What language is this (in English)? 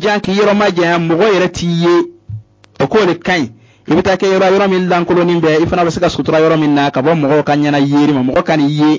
Bambara